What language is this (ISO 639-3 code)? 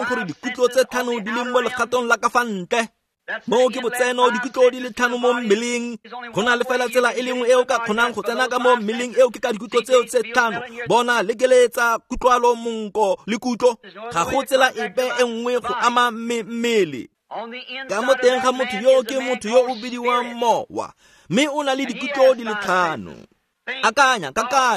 tsn